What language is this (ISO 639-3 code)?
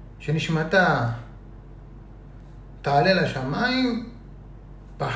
heb